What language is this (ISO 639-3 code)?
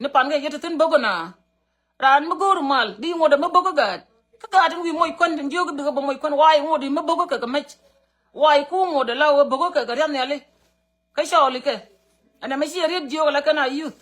nus